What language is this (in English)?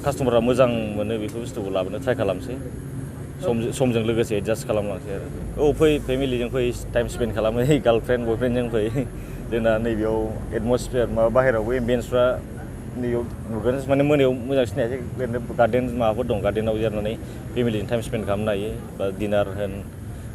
Bodo